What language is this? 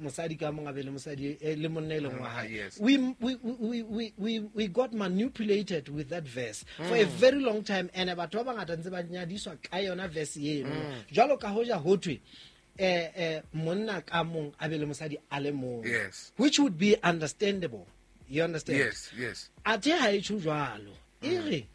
Southern Sotho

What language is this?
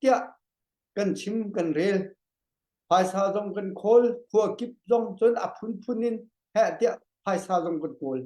Hakha Chin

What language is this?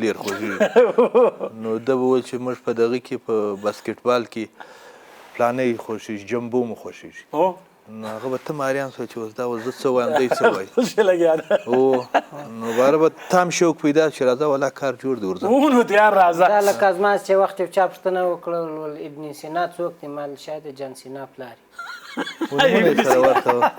Pashto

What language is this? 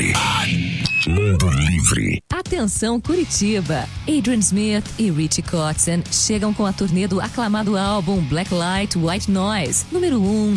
Portuguese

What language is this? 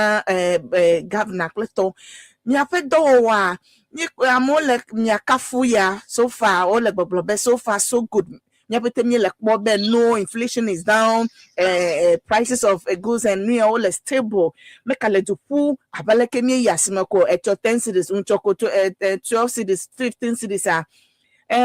Ewe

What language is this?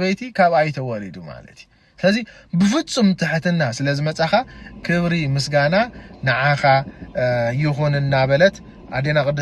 Tigrinya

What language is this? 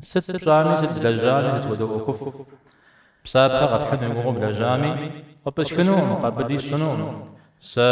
Kabardian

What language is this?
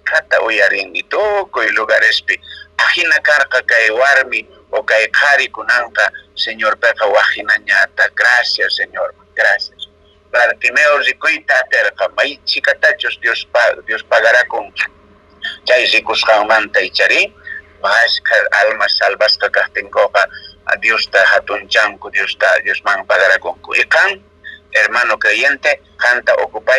Quechua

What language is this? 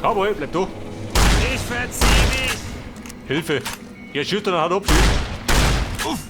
Bavarian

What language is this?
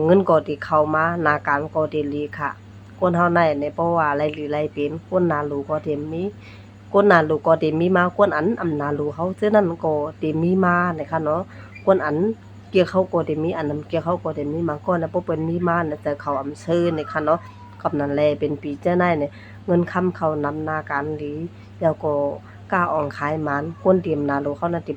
Shan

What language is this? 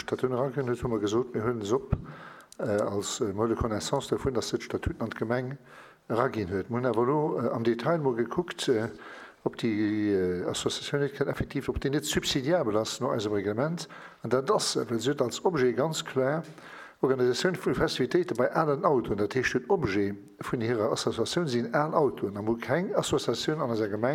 Luxembourgish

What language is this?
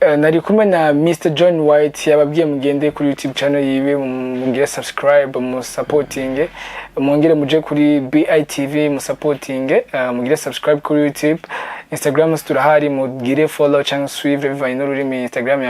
Rundi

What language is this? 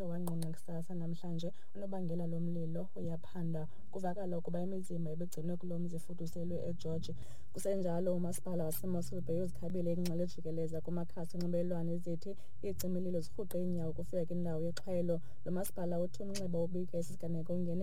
Xhosa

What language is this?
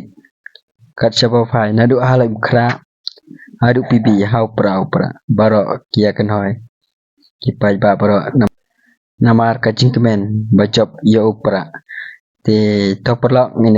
Khasi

